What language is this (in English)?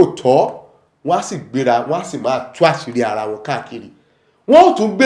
Yoruba